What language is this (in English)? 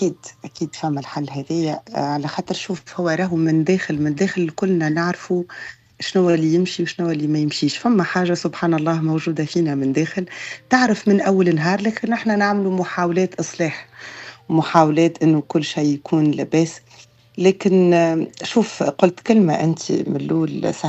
Tunisian Arabic